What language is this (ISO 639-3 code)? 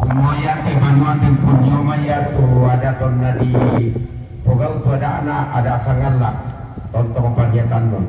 sda